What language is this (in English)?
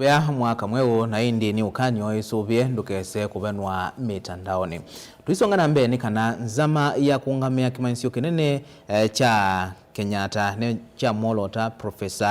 Kamba